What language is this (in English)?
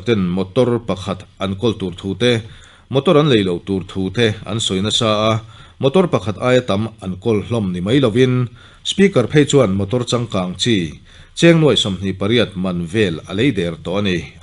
Mizo